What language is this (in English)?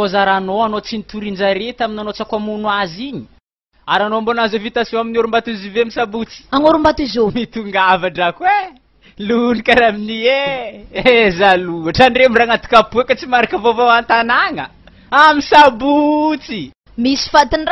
Malagasy